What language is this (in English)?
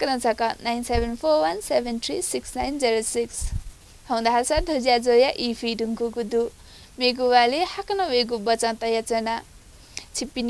Newari